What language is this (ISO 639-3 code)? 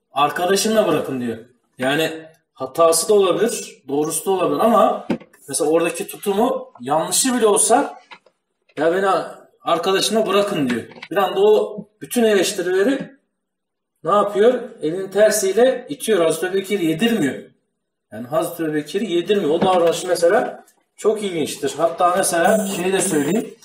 tur